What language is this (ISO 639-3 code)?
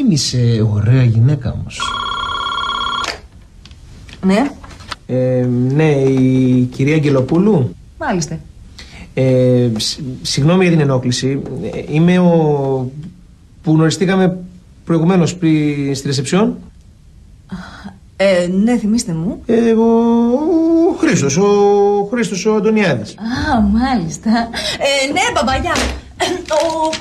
ell